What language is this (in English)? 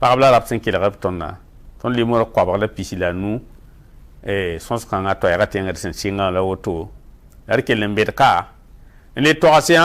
Mossi